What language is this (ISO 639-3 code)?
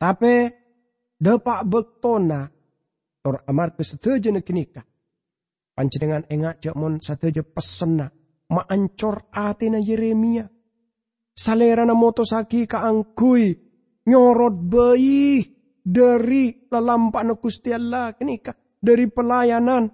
mad